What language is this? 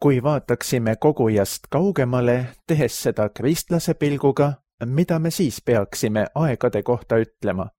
Estonian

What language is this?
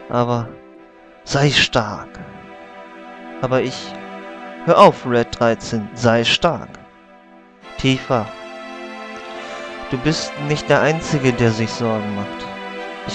German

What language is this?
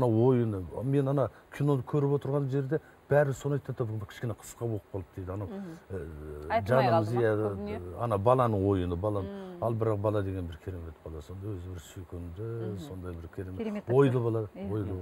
Kazakh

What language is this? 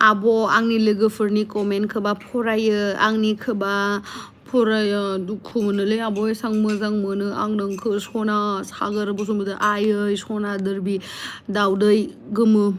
Bodo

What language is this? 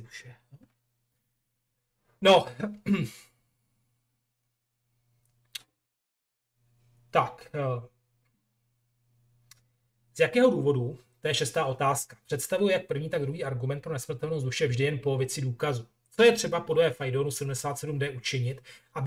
Czech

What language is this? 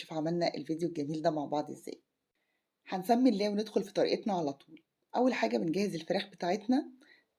Egyptian Arabic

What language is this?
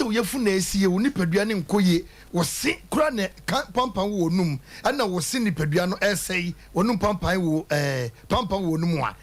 Akan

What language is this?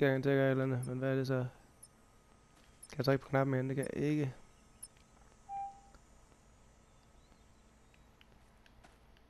Danish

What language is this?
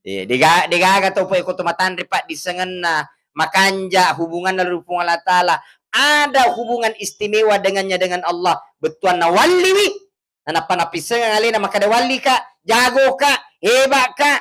Buginese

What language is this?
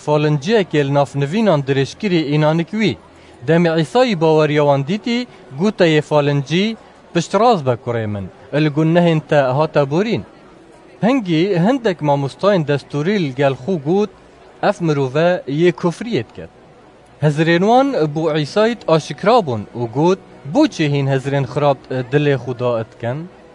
Kurdish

